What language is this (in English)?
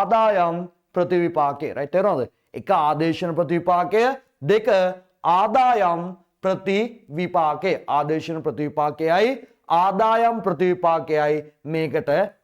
Sinhala